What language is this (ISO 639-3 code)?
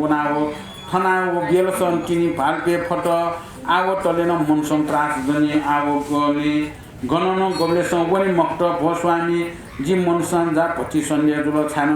new